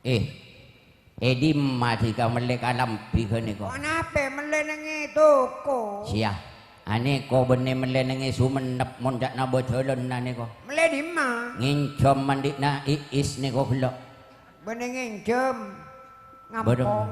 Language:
Madurese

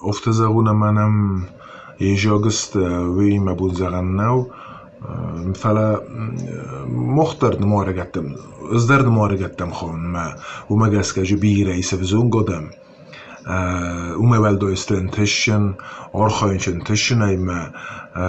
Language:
Ossetic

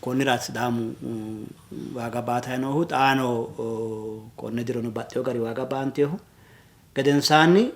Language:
Sidamo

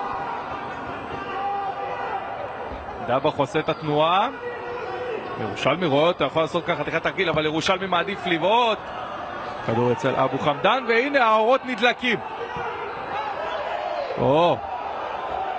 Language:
Hebrew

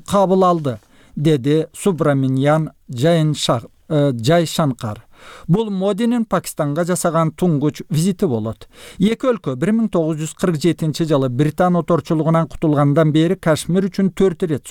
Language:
Kyrgyz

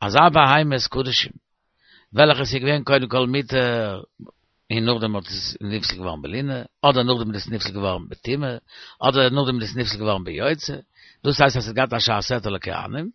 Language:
Yiddish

